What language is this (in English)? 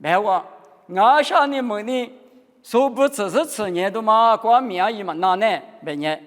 Lisu